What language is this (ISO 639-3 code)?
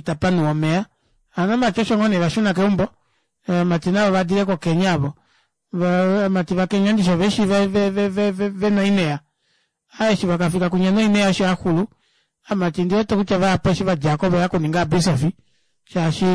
kua